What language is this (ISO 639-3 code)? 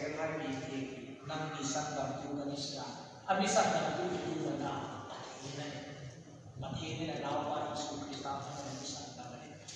hmr